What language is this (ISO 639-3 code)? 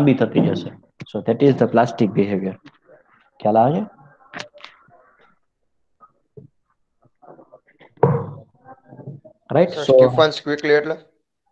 guj